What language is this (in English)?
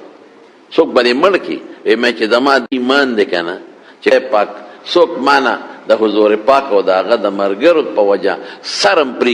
Pashto